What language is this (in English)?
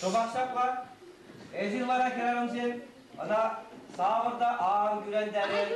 Chuvash